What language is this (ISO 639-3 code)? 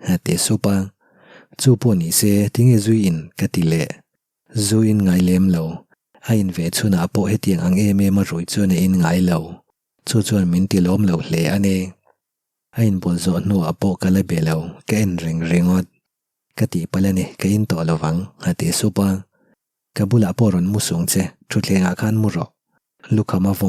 lus